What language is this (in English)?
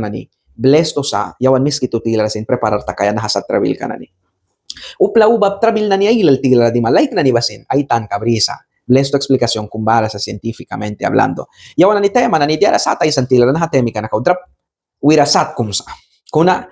Mískito